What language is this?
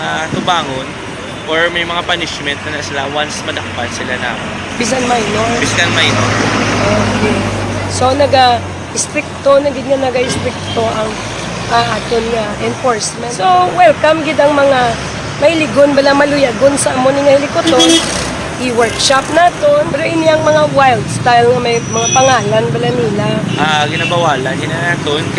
Hiligaynon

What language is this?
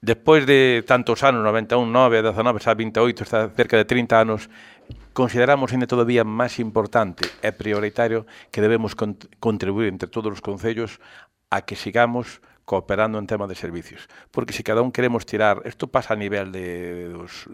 Galician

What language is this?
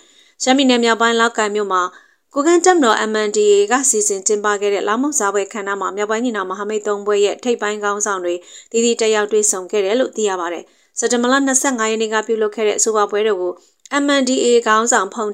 Burmese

